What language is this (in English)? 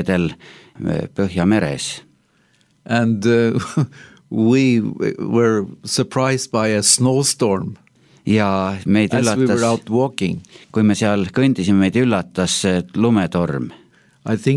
Estonian